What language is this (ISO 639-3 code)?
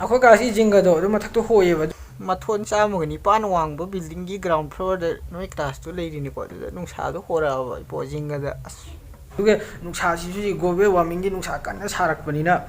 mni